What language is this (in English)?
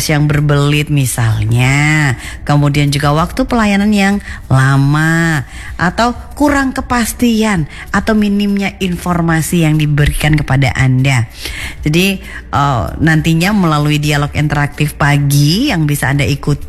Indonesian